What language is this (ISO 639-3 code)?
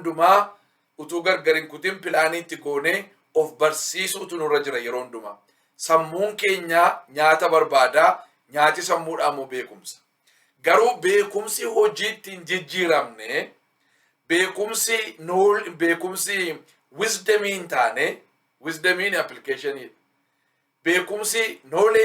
orm